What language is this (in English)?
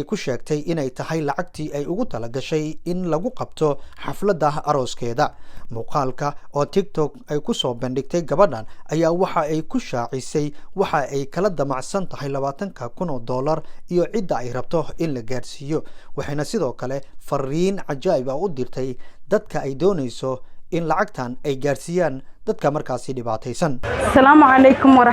Somali